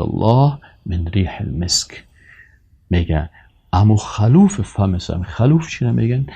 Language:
Persian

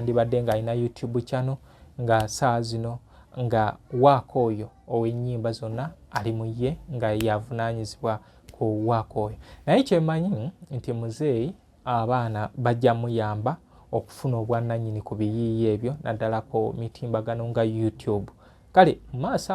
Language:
Ganda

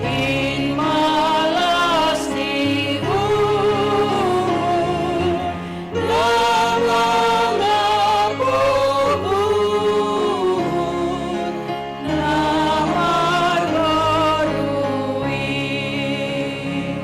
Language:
Batak Simalungun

